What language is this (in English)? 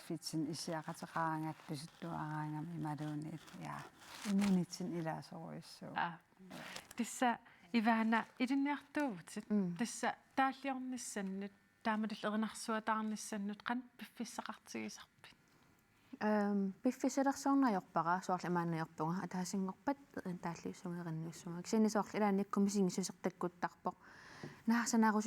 Kalaallisut